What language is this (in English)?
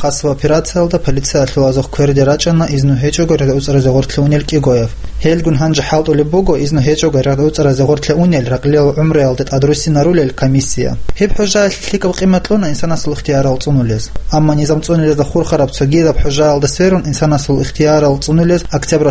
Avaric